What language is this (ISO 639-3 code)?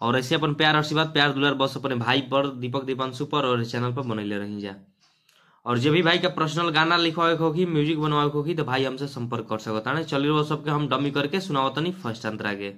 bho